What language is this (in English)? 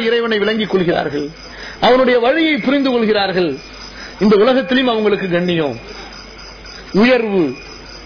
Tamil